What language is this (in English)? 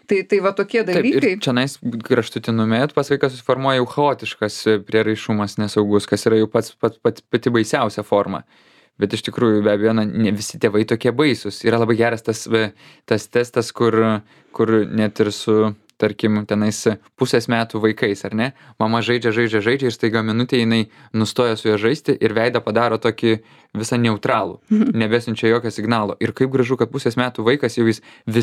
Lithuanian